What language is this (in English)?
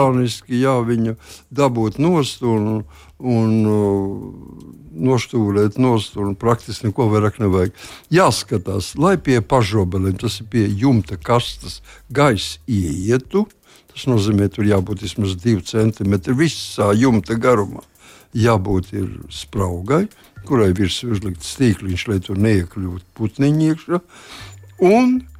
Latvian